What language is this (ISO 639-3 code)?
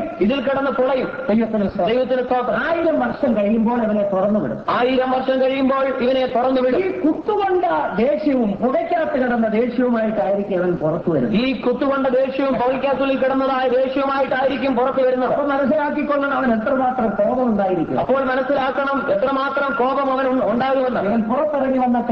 mal